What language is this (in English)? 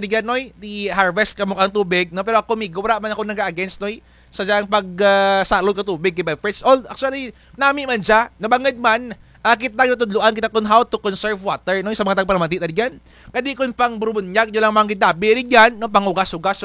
Kinaray-a